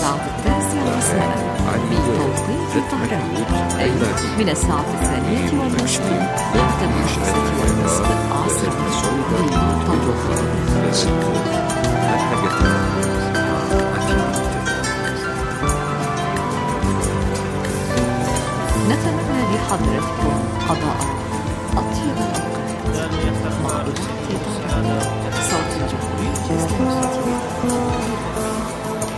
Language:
Arabic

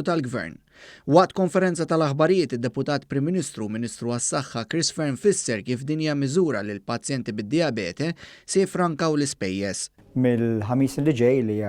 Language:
Maltese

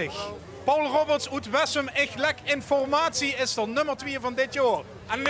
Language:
Limburgish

